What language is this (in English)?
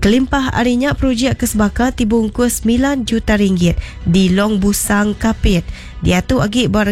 Iban